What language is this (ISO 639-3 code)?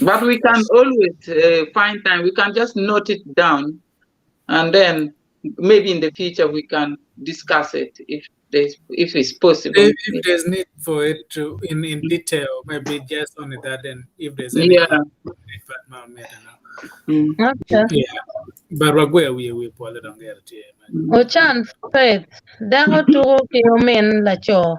ach